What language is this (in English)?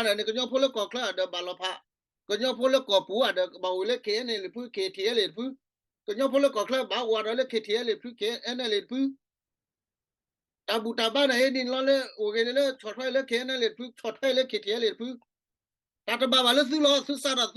S'gaw Karen